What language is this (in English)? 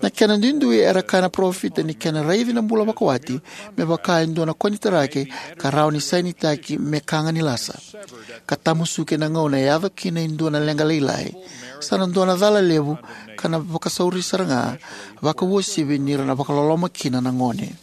Fijian